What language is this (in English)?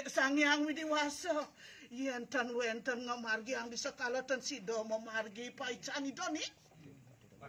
Balinese